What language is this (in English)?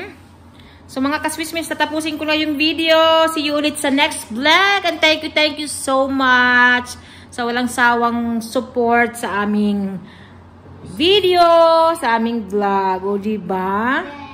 Filipino